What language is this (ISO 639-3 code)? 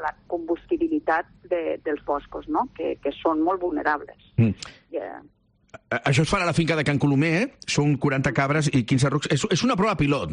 cat